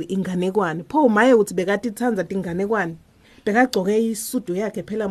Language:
Swati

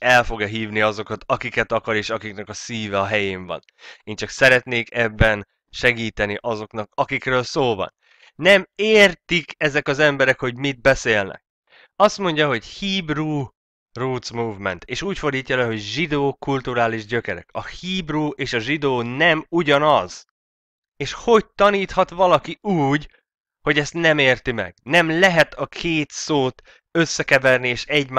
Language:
Hungarian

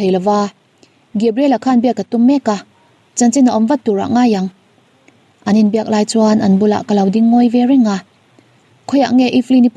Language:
Mizo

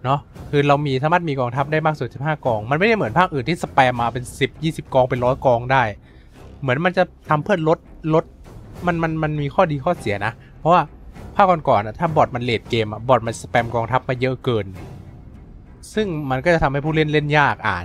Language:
Thai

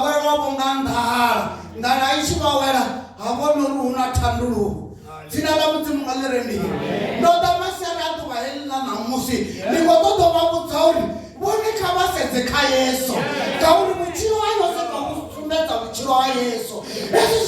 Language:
Venda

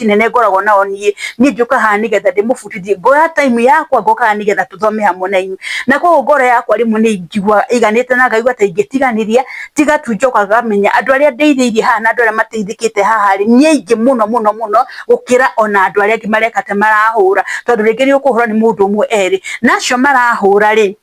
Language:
Kikuyu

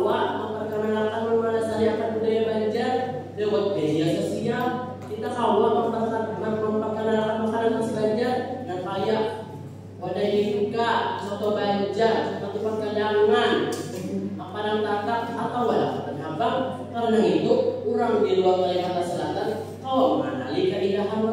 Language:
Banjar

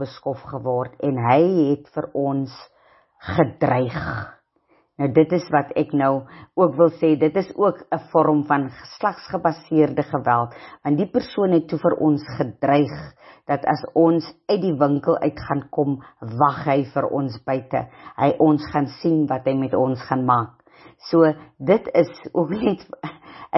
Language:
Afrikaans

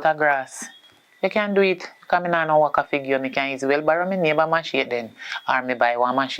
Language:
Jamaican Creole English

